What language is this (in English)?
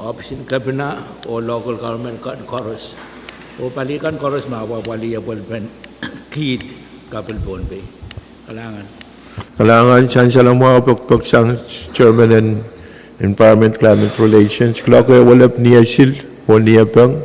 Pohnpeian